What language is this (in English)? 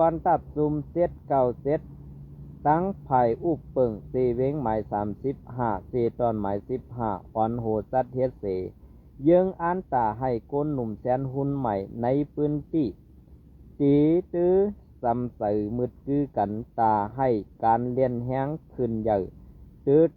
Shan